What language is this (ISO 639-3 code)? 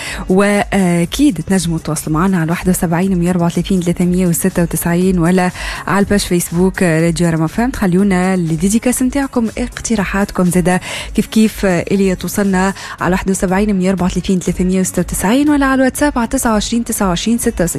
aeb